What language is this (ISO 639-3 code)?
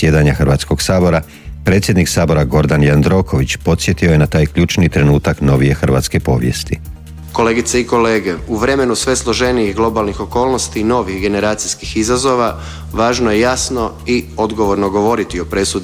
hrv